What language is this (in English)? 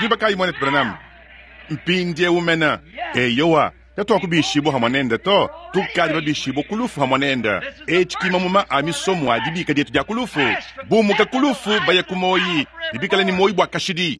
Luba-Lulua